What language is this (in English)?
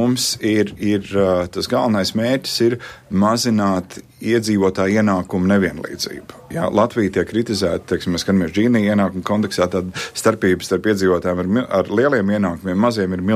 Latvian